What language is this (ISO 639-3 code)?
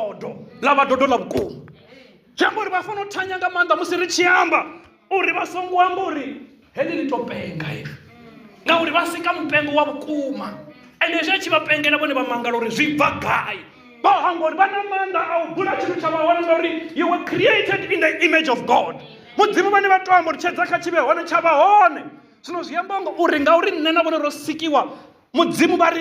ven